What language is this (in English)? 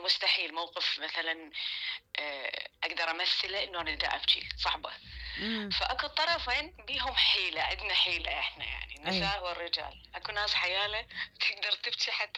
Mesopotamian Arabic